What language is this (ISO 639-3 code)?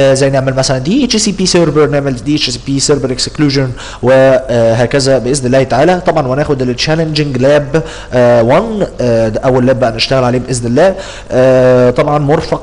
arz